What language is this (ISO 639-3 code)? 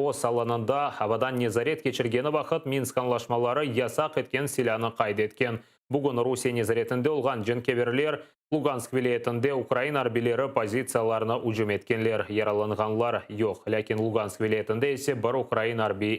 crh